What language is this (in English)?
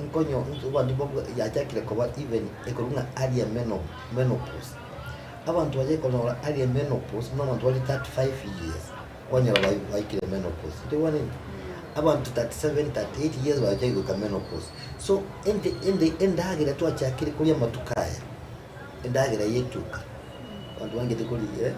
Gusii